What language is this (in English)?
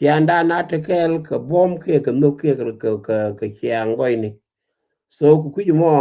Nuer